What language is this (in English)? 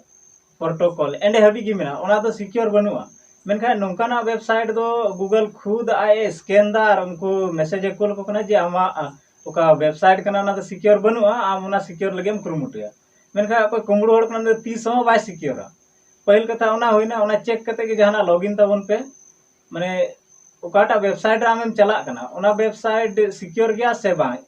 Santali